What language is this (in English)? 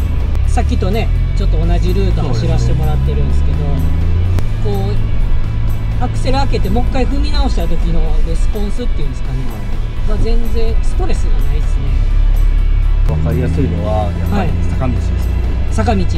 Japanese